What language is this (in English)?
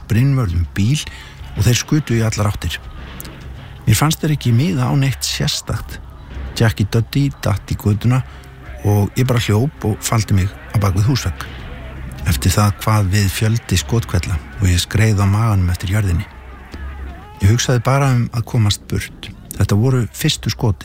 Icelandic